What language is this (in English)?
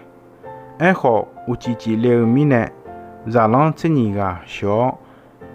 Akha